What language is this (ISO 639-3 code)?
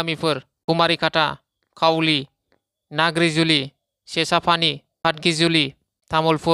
brx